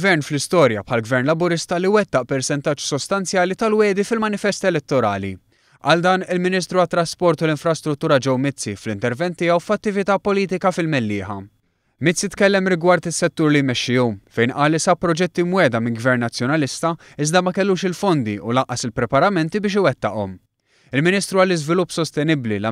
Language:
Maltese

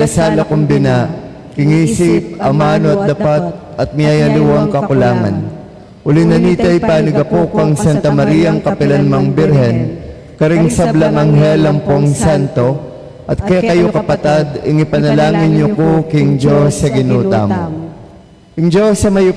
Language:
Pampanga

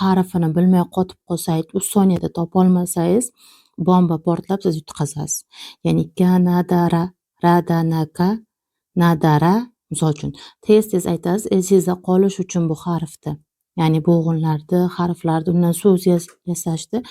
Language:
Uzbek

